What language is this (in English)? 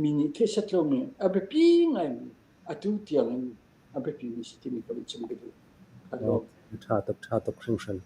Falam Chin